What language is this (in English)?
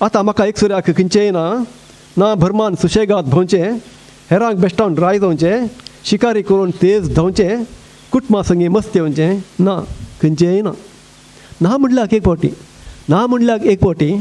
Konkani